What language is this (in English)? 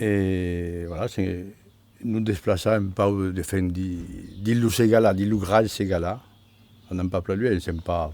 Occitan